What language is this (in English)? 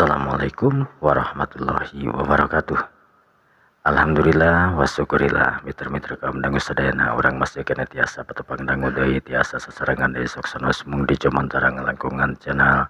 Sundanese